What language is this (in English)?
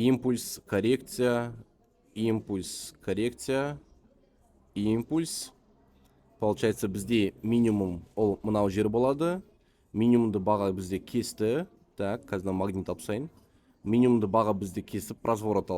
Kazakh